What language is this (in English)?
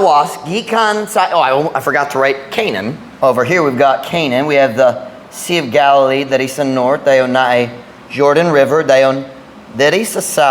Cebuano